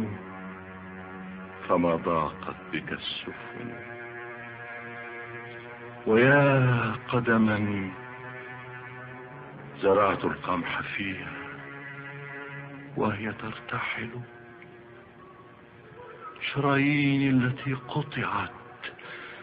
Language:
Arabic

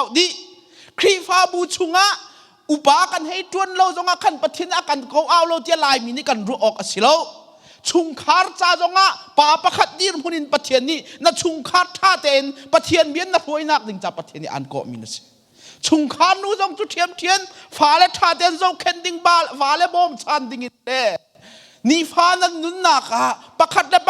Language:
Hakha Chin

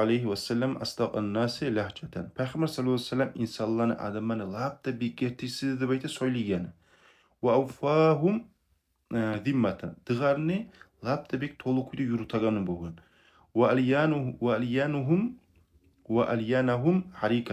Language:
Kumyk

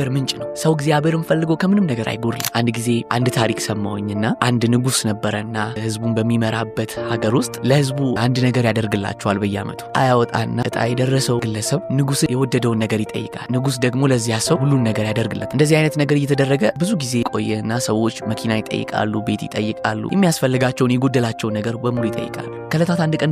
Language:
Amharic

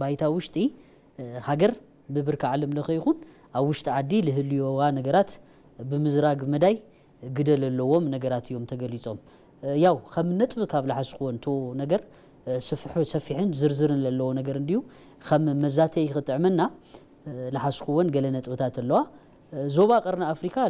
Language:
Tigrinya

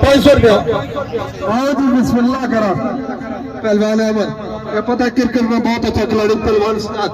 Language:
Pahari-Potwari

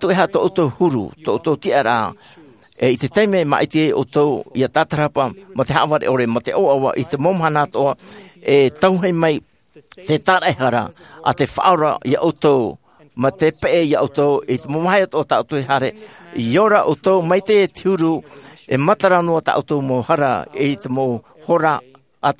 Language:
Tahitian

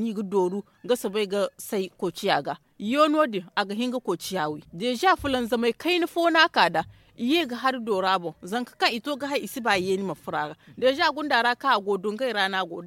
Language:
Zarma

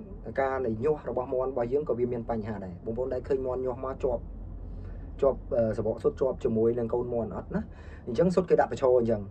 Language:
Khmer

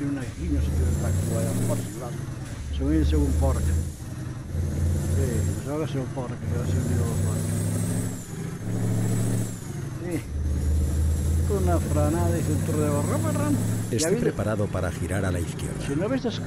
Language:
Catalan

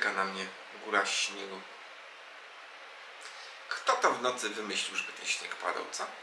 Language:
Polish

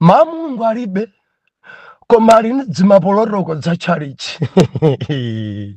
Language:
Nyanja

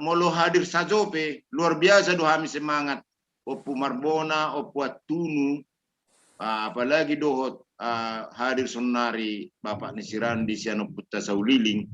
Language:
Batak Toba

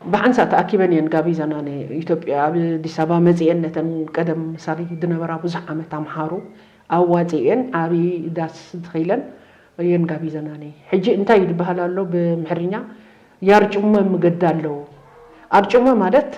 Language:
Tigrinya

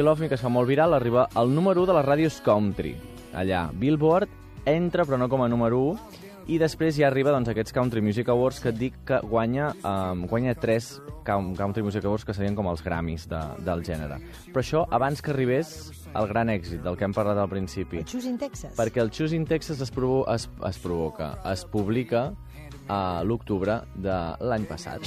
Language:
Catalan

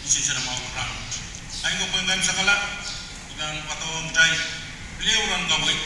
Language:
Pohnpeian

